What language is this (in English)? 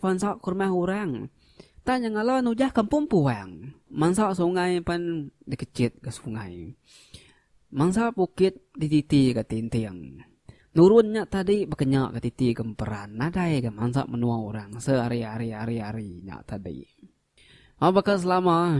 Iban